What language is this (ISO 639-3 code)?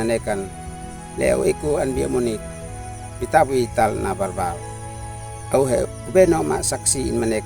aoz